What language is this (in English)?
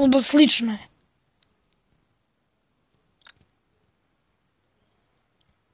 Croatian